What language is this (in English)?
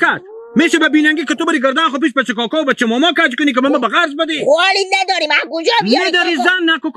Hazaragi